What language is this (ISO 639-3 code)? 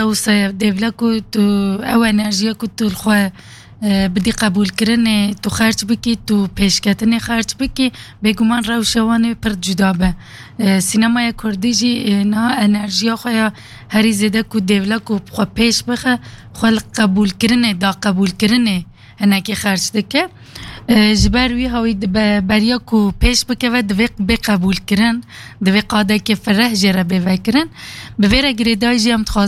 kur